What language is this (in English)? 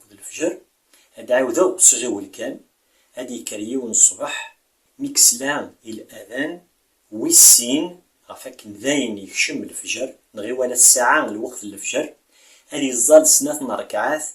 Kabyle